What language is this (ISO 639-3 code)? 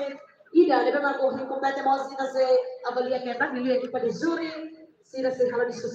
tet